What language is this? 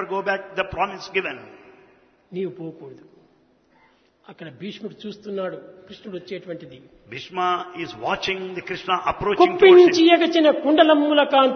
Telugu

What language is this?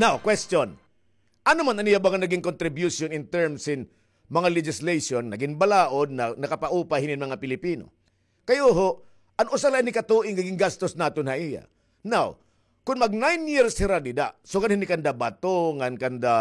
Waray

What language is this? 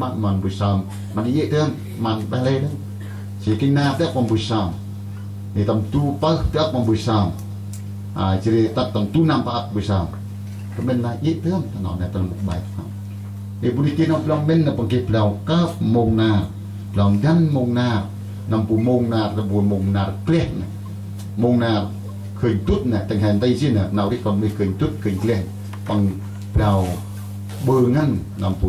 Central Mnong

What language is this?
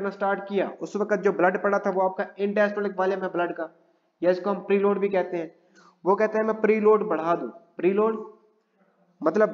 Hindi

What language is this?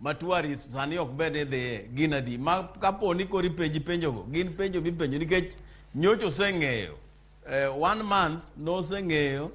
Luo (Kenya and Tanzania)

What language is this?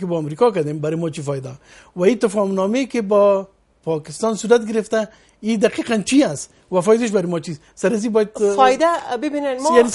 Persian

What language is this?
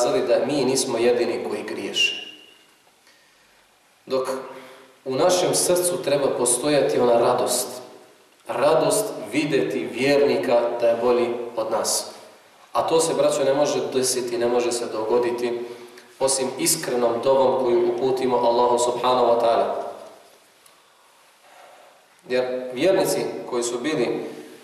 Bosnian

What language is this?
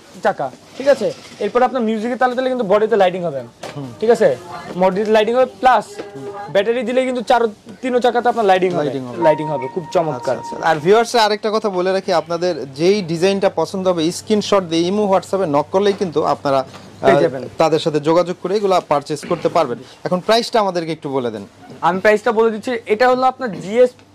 Bangla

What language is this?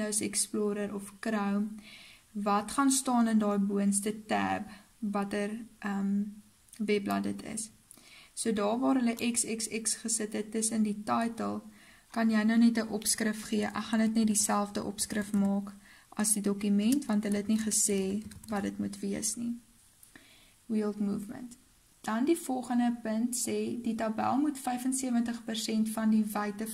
Afrikaans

